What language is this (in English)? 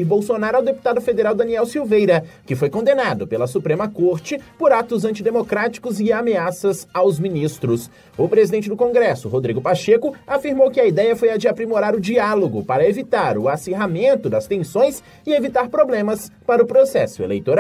Portuguese